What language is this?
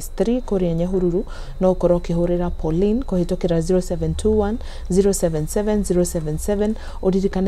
Kikuyu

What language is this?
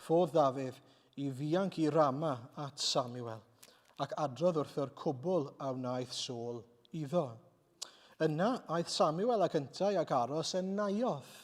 Welsh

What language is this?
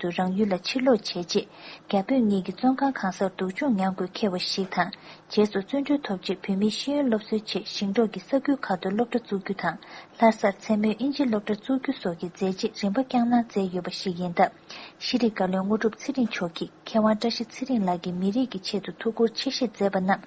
Tibetan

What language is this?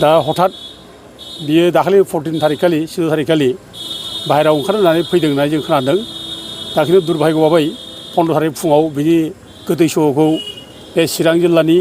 Bodo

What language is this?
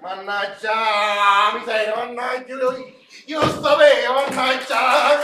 Neapolitan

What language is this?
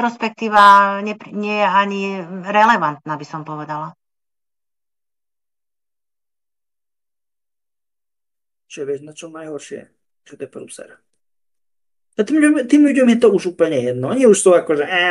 Slovak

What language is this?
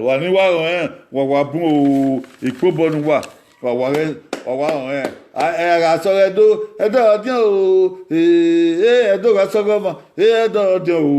Bini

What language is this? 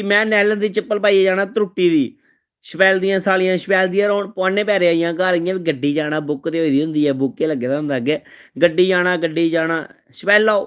Dogri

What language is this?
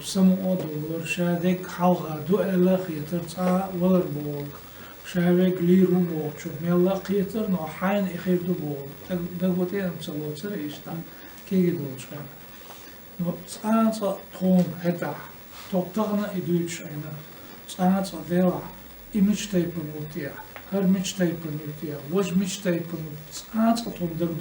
Chechen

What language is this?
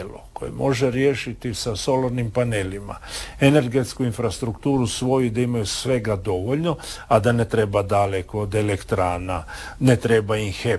Croatian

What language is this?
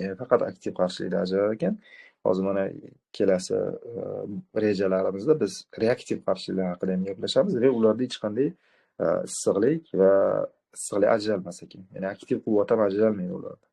Uzbek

